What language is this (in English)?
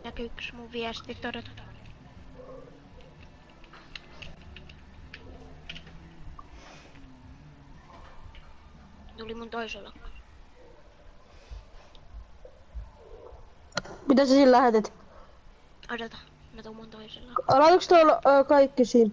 Finnish